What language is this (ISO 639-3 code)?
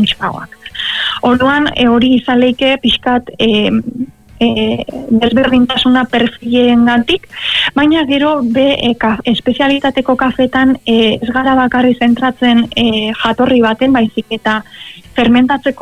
eus